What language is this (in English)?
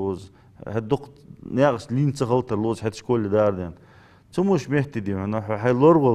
Ingush